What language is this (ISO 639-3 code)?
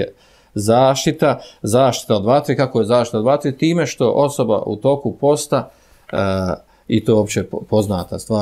bos